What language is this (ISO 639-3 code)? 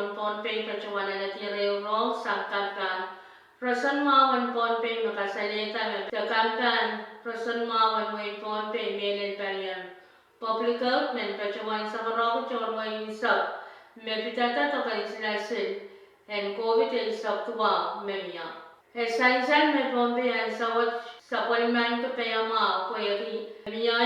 pon